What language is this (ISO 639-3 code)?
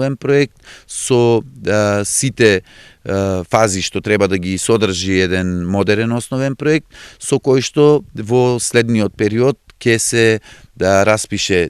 mkd